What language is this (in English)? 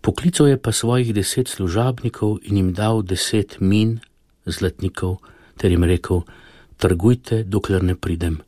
Slovenian